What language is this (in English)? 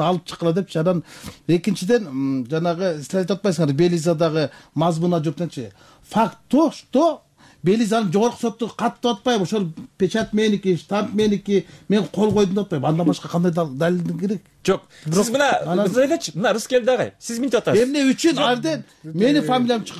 Kyrgyz